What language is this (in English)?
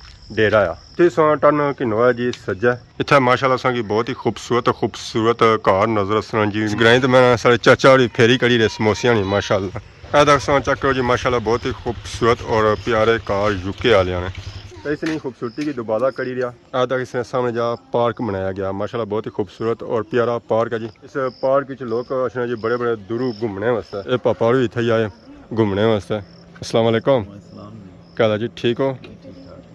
Pahari-Potwari